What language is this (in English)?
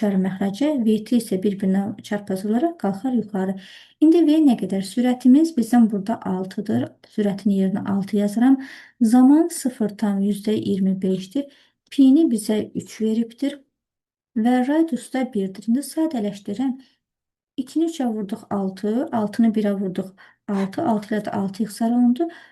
Azerbaijani